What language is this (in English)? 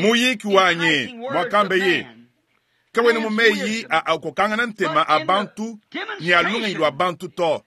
Luba-Lulua